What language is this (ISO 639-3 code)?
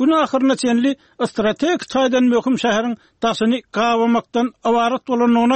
tuk